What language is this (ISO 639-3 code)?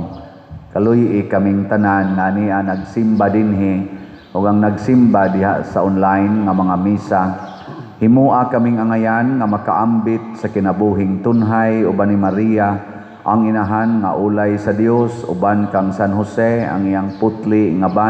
ceb